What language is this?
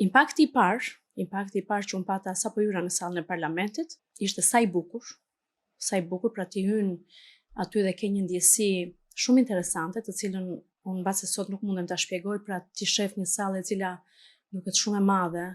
Albanian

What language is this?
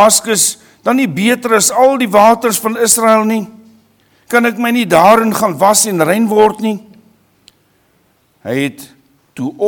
Afrikaans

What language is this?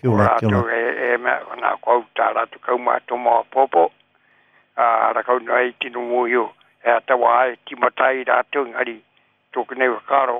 Māori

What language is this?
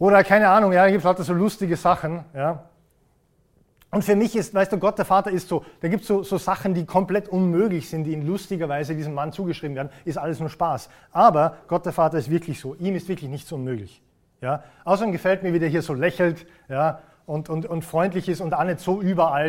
German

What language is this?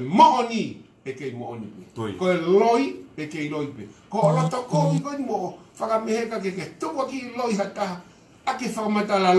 Tongan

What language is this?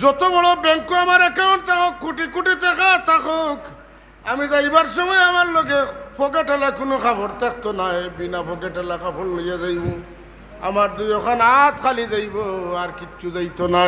Sylheti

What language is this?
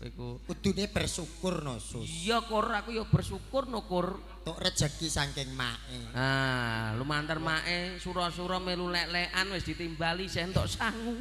Javanese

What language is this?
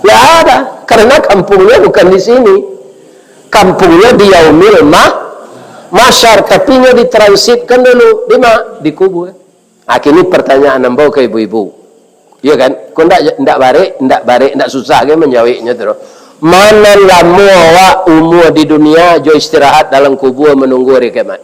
Minangkabau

